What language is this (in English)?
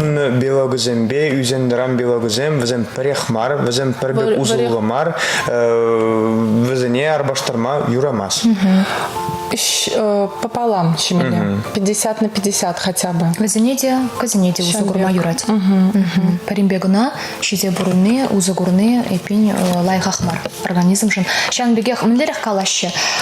Chuvash